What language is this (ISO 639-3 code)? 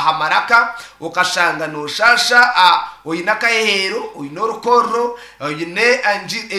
nyn